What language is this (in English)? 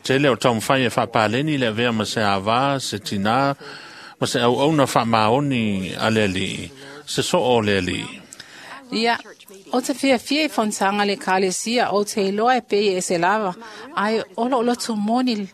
Samoan